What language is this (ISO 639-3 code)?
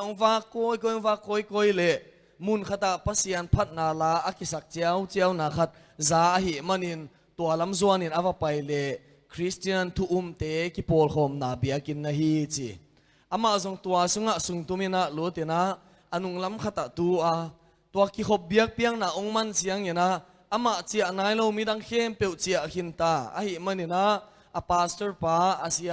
ctd